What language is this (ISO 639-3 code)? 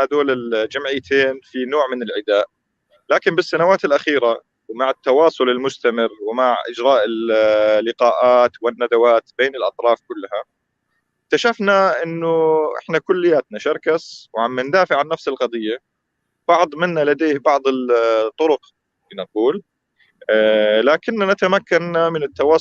apc